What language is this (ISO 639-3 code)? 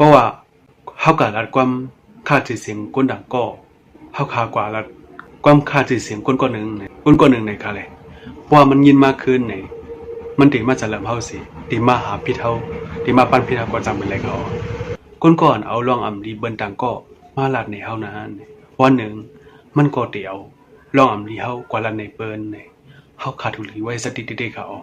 shn